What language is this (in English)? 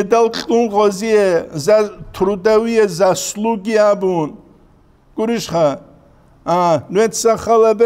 Avaric